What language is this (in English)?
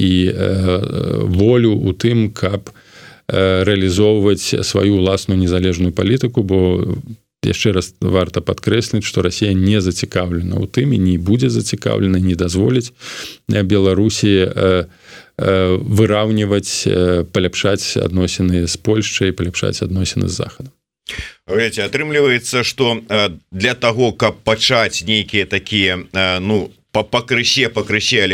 Belarusian